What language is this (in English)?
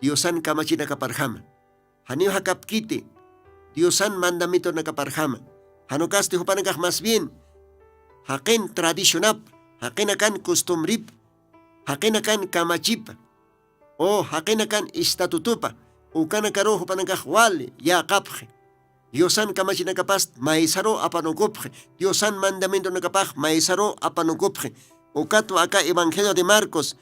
Aymara